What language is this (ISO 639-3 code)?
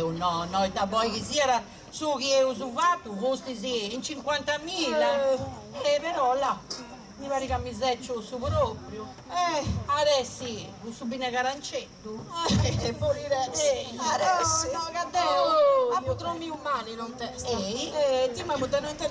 srd